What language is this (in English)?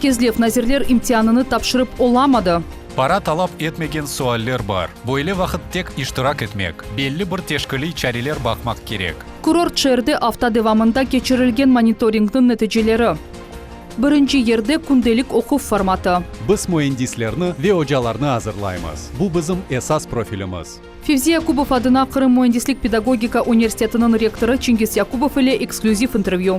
Crimean Tatar